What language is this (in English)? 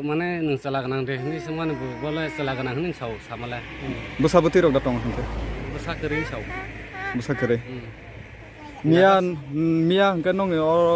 Riang (India)